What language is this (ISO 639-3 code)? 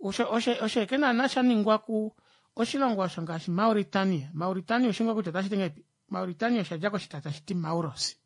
kua